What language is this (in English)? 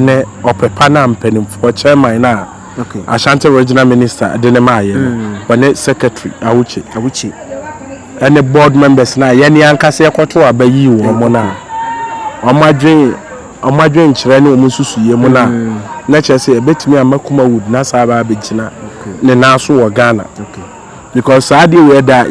Akan